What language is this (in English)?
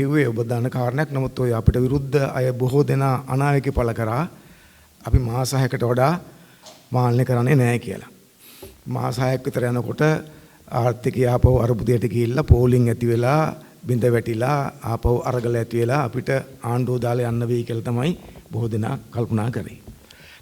Sinhala